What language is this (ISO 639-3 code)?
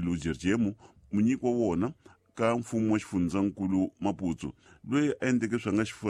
tso